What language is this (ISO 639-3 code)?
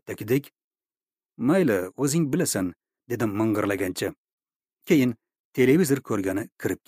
uzb